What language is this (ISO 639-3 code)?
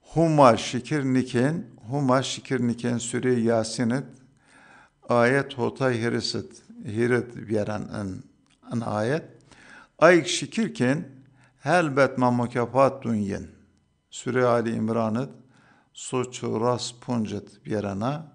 zza